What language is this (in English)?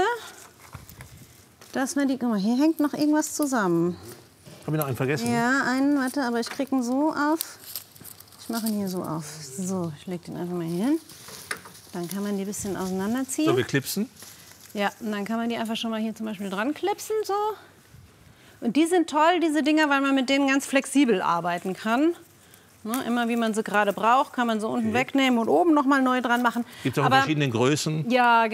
German